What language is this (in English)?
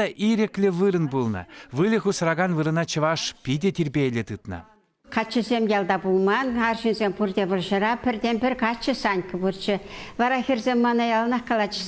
Chuvash